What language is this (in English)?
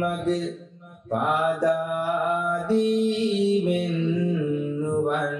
Sinhala